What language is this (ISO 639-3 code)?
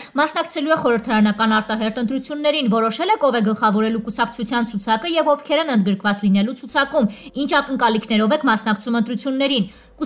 hye